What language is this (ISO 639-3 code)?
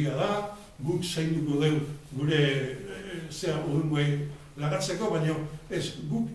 eus